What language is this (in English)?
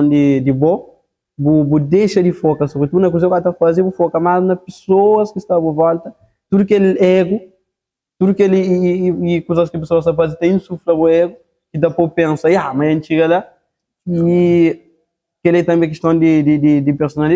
Kabuverdianu